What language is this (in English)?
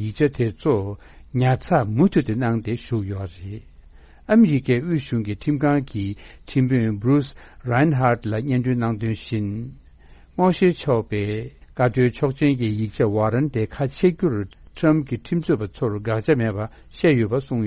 Tibetan